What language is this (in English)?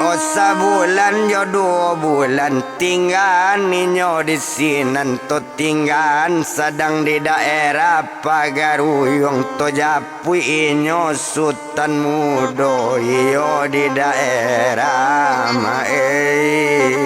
Minangkabau